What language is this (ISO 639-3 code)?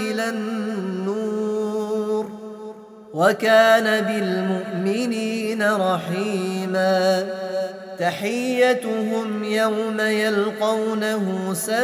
ara